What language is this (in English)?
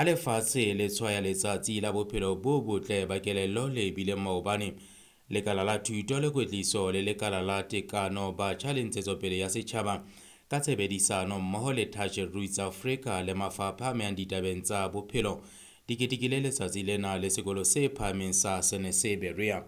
Southern Sotho